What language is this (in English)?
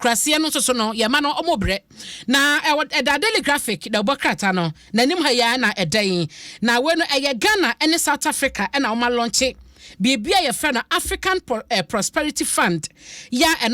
Akan